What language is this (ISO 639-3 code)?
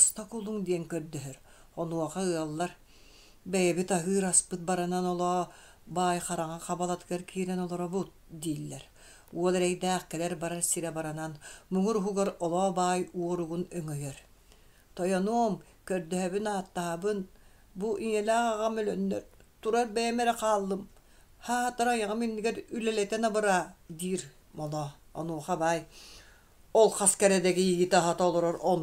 sah